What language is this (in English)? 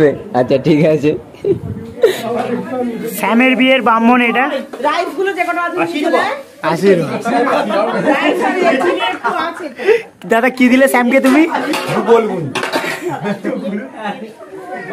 Bangla